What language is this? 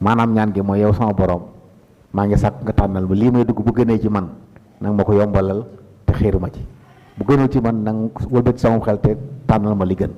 Wolof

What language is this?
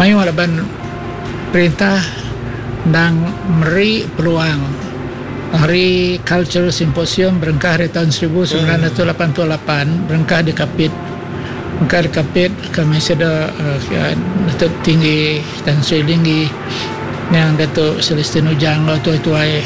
Iban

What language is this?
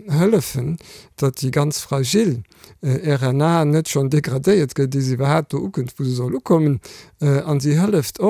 Luxembourgish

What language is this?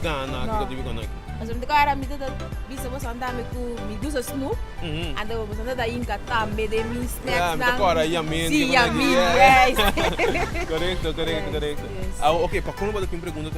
Papiamento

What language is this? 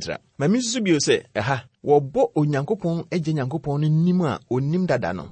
Akan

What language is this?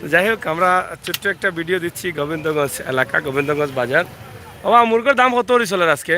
Sylheti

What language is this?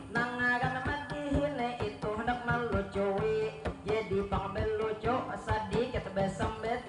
Banjar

